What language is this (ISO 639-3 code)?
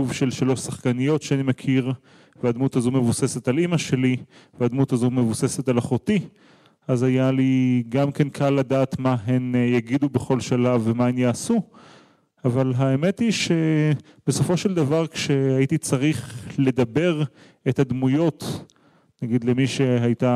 heb